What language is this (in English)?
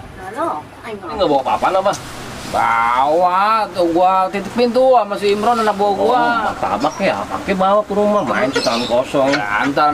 Betawi